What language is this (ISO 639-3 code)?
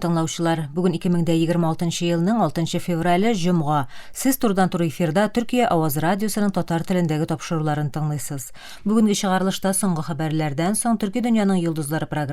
tat